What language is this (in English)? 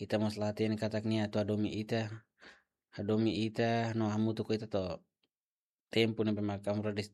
Tetum